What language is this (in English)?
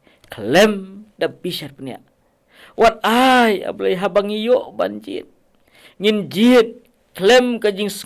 Khasi